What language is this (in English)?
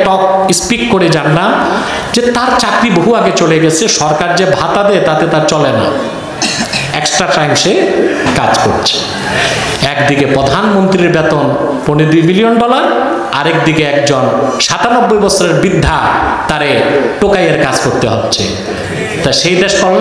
Bangla